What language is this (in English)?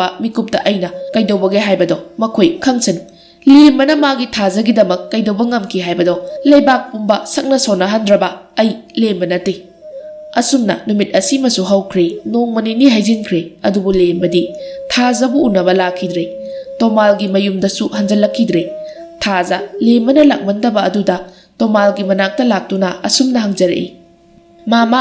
Manipuri